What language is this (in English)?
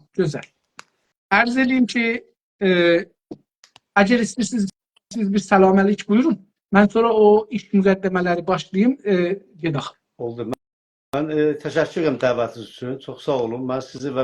South Azerbaijani